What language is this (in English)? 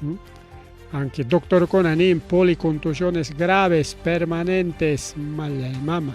Ayacucho Quechua